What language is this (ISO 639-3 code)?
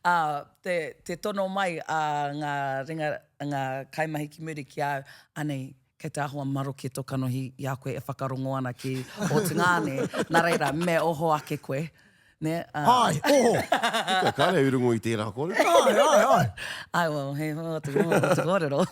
mri